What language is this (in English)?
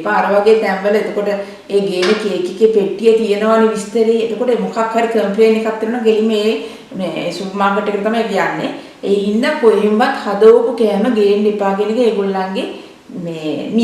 Sinhala